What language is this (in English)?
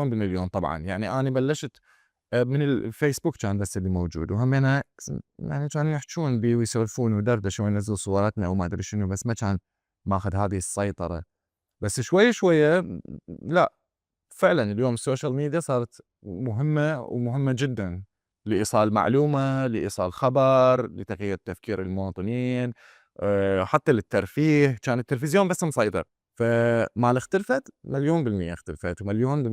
Mesopotamian Arabic